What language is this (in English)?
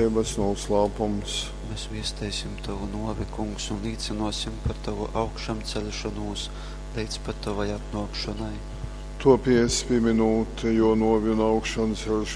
Latgalian